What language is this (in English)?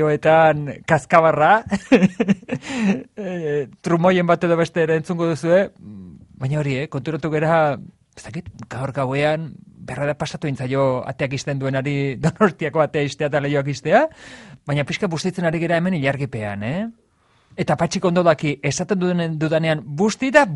Basque